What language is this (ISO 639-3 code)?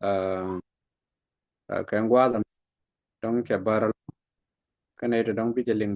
nus